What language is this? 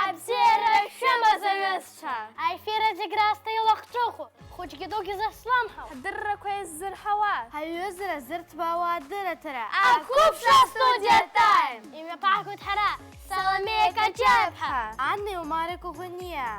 Abkhazian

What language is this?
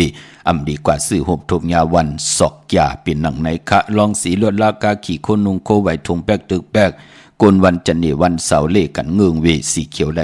Shan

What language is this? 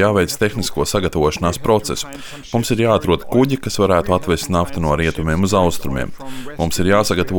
Latvian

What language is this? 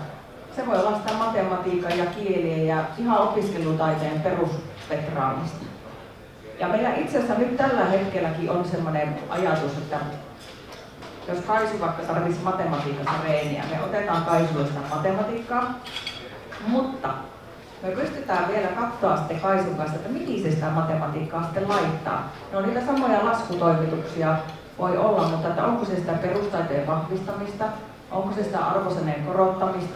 Finnish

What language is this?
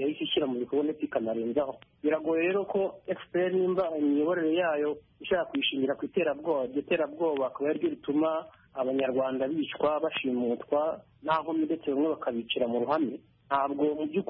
Kinyarwanda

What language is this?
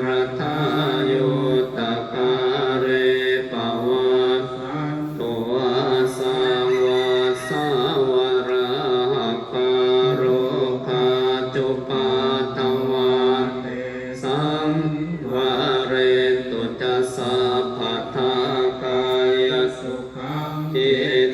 Pali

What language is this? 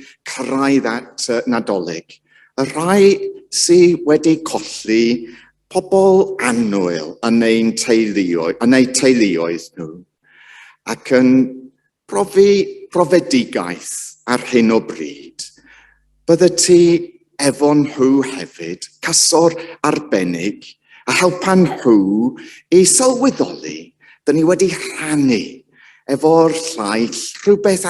Welsh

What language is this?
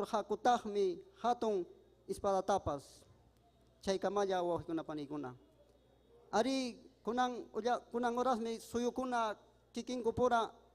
Ayacucho Quechua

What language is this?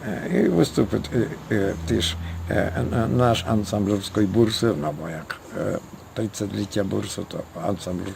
Rusyn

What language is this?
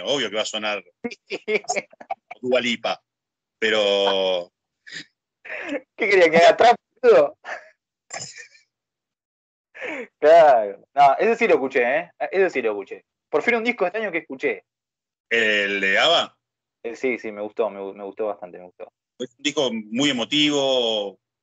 Spanish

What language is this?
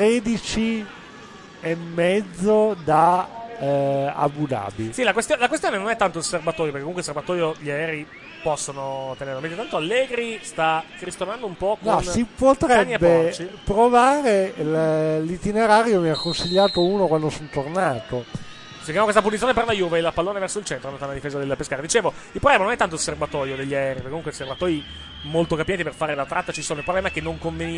Italian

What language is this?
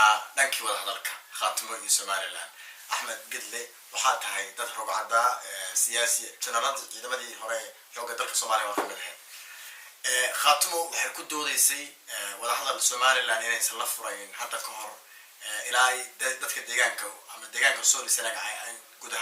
Somali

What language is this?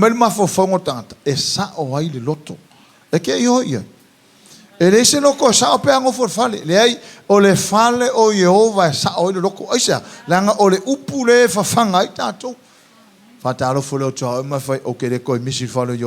Samoan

